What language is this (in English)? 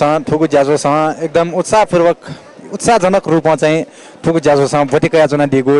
Newari